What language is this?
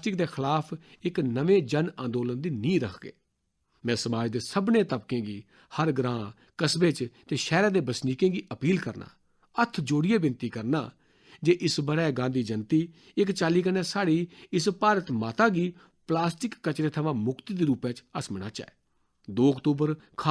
Dogri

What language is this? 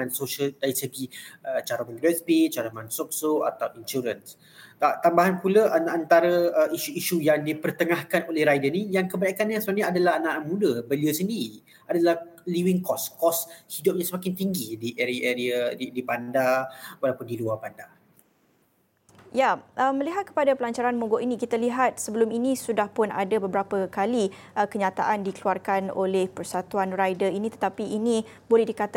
Malay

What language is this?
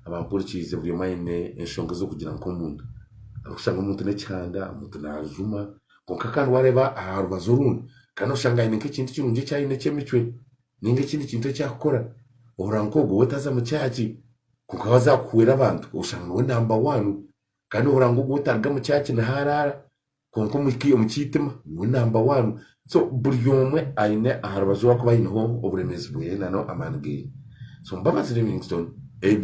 Nyankole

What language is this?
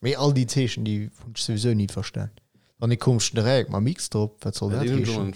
Luxembourgish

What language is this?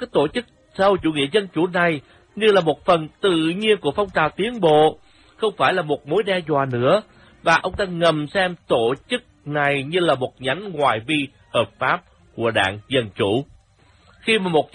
Vietnamese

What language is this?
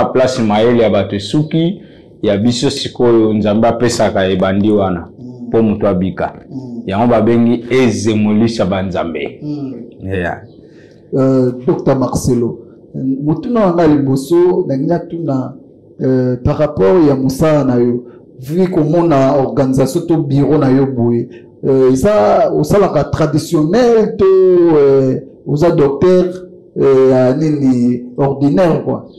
Lingala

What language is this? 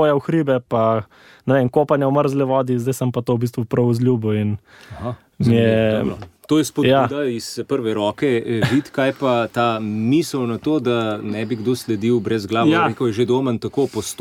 Slovenian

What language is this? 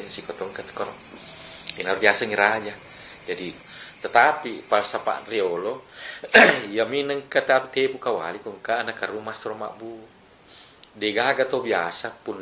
Buginese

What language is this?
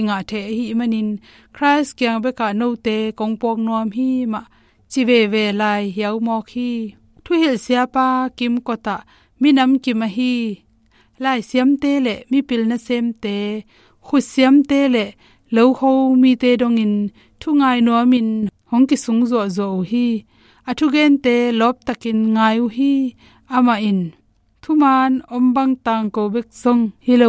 Tedim Chin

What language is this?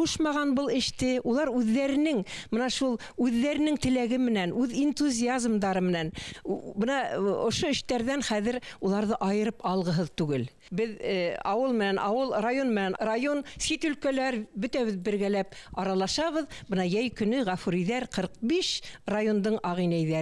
Bashkir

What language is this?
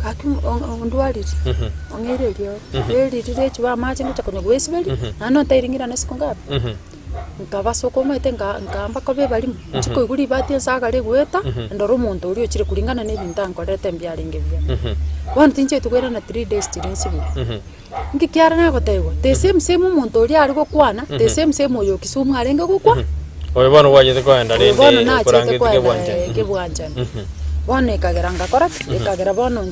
Gusii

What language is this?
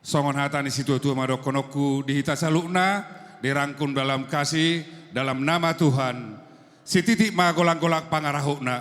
Batak Toba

